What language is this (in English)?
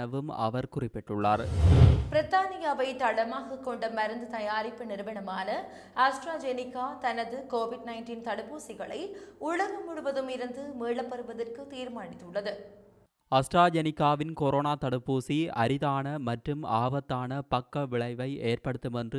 Tamil